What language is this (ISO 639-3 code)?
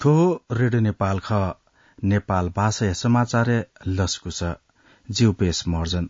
new